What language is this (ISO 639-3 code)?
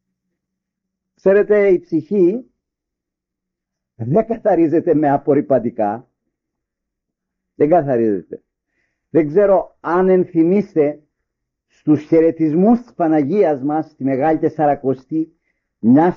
ell